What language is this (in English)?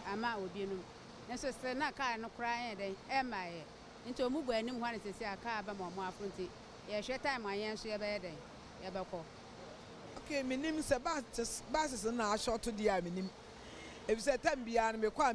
Akan